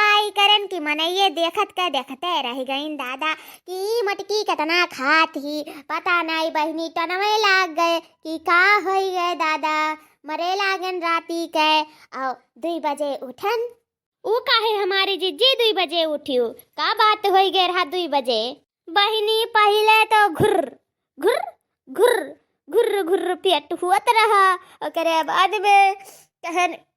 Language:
Awadhi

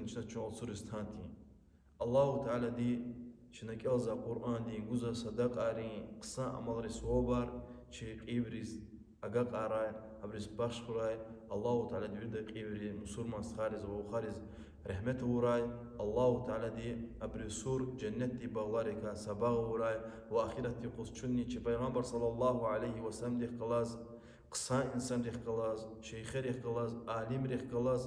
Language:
Lezghian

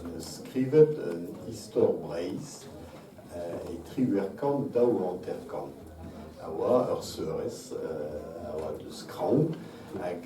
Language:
Breton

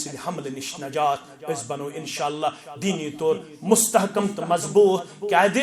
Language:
Kashmiri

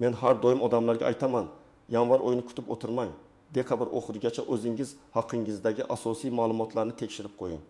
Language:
Uzbek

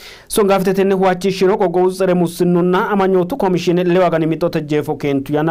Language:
Sidamo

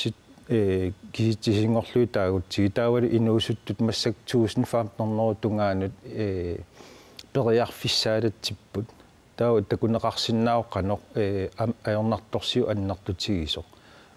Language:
Kalaallisut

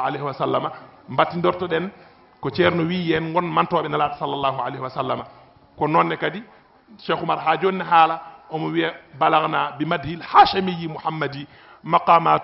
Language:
Fula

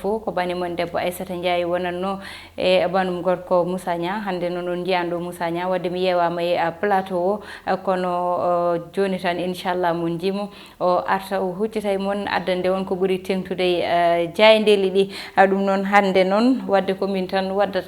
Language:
Fula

